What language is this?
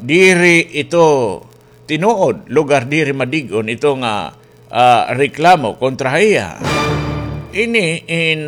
Waray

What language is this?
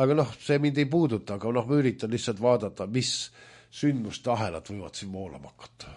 Estonian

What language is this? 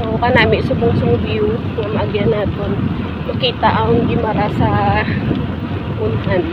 Hiligaynon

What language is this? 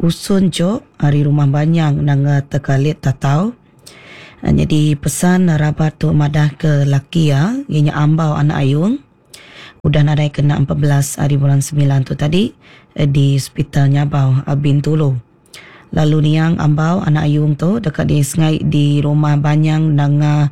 Iban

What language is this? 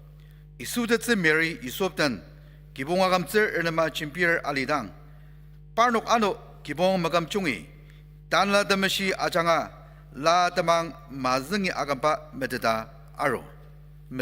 Ao Naga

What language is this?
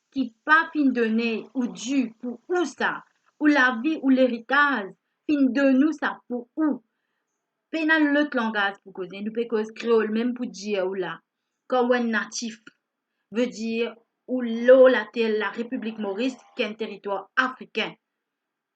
Morisyen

